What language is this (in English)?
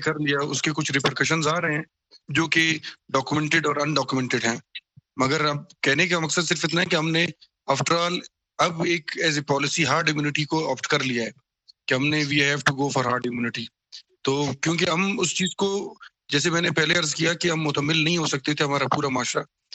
Urdu